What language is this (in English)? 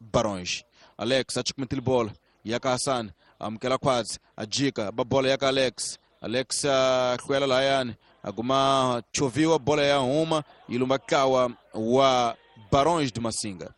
Tsonga